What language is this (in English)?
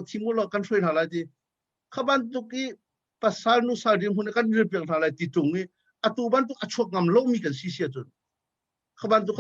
Hakha Chin